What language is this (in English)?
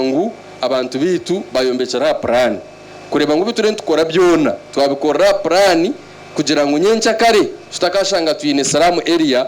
Nyankole